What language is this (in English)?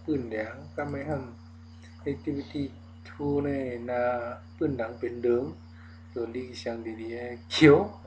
Shan